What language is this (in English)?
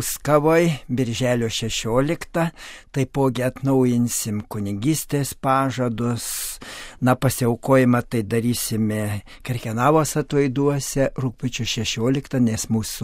Lithuanian